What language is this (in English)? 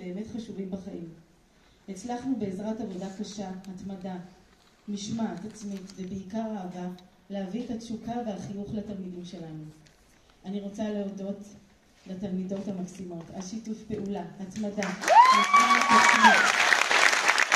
Hebrew